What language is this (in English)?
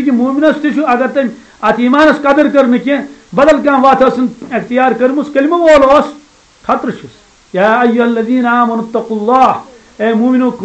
Kashmiri